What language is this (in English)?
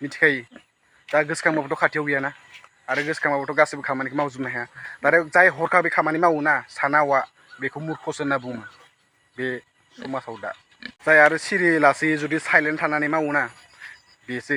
Bodo